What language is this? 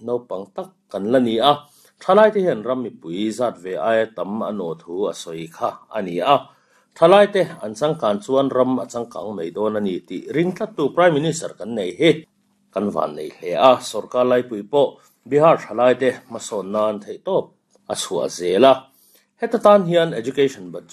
Mizo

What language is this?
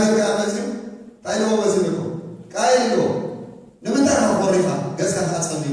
Tigrinya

